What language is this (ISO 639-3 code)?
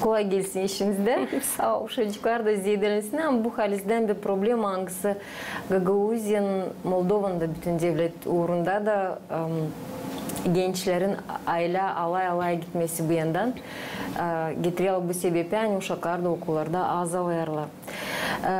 gag